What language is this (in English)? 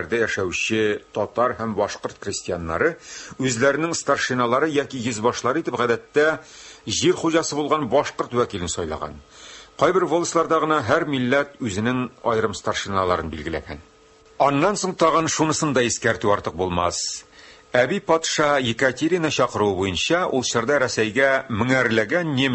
Tatar